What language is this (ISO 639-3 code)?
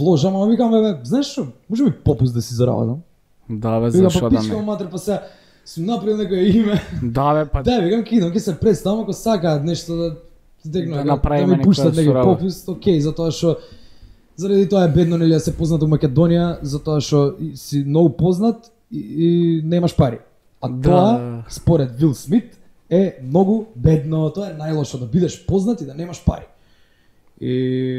mkd